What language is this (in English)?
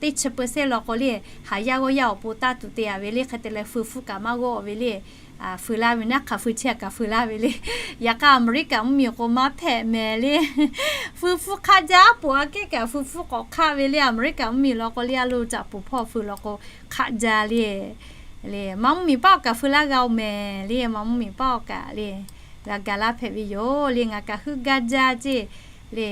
Lahu